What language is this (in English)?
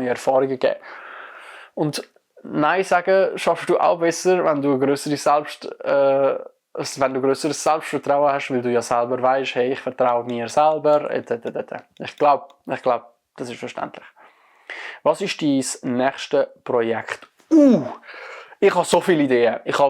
Swiss German